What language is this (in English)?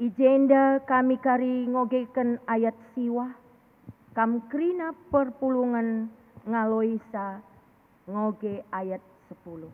Batak Karo